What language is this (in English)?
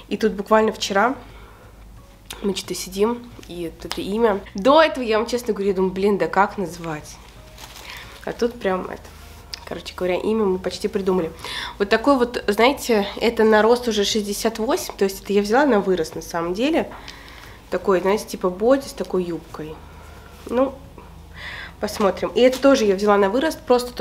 Russian